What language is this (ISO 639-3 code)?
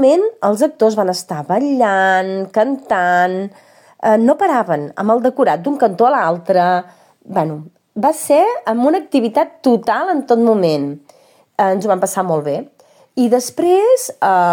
cat